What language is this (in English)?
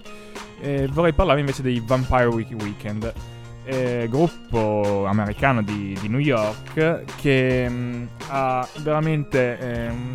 Italian